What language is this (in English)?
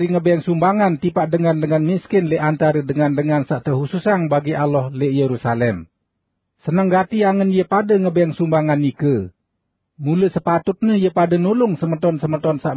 Sasak